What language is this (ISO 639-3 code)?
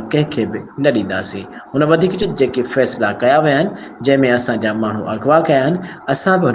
snd